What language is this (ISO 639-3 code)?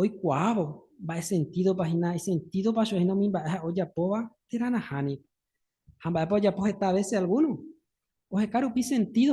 grn